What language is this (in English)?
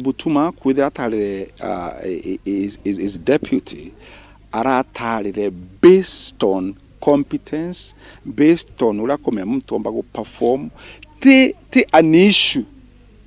Meru